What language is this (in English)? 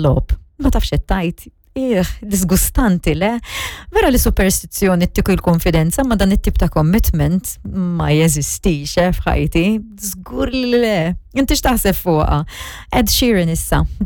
Maltese